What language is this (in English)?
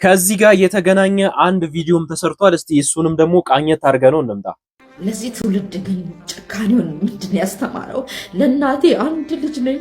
Amharic